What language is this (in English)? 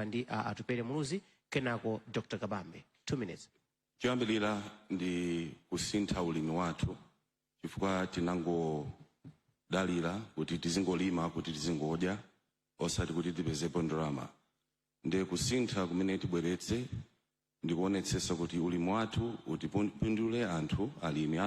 Nyanja